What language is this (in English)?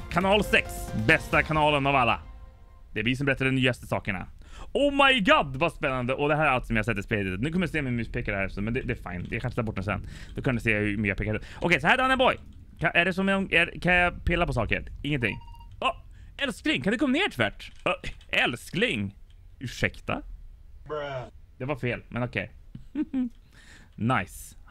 Swedish